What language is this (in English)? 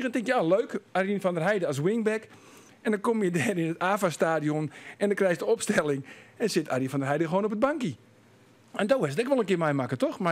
Western Frisian